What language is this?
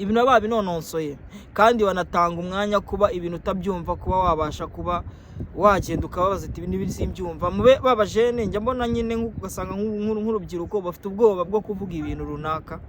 Kinyarwanda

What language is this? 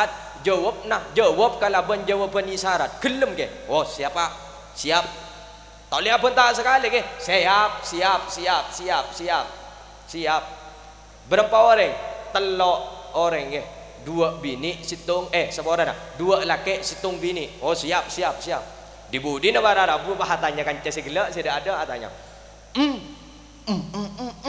Madurese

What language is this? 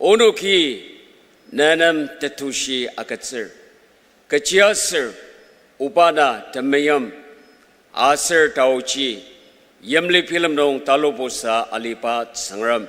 Ao Naga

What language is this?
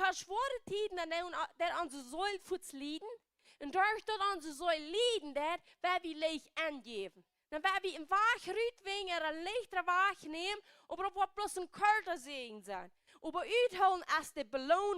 Plautdietsch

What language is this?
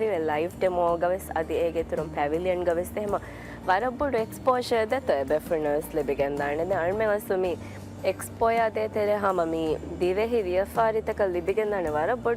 Divehi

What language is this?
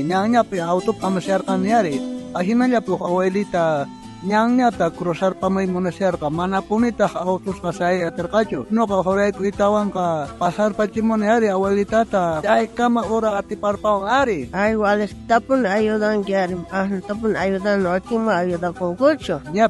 South Bolivian Quechua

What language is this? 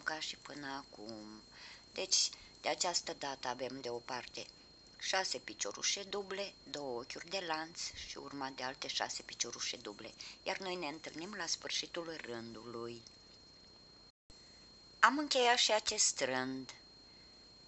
Romanian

